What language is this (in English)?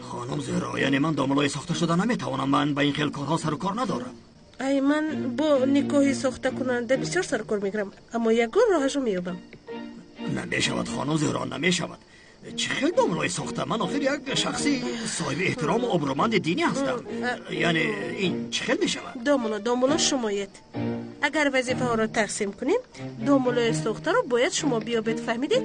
Tajik